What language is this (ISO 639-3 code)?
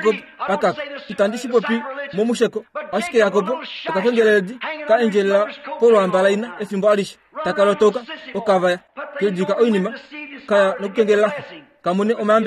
kua